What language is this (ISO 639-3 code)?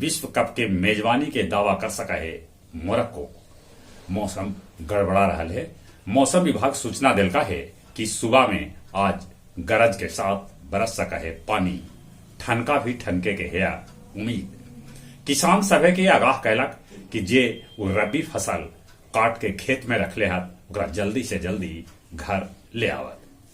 mag